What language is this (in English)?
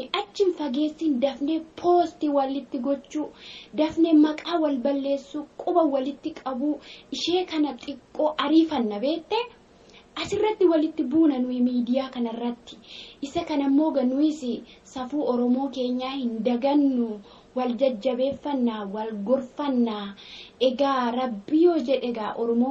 Oromo